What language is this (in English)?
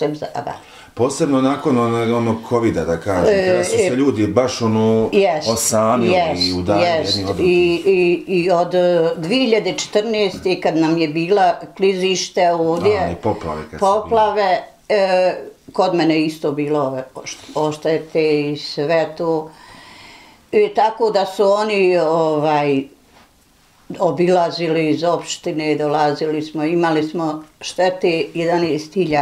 Bosnian